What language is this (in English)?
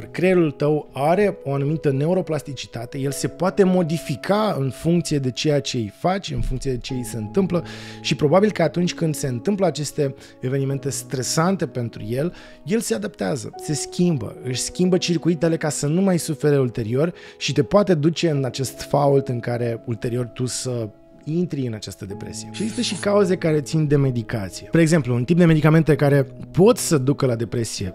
Romanian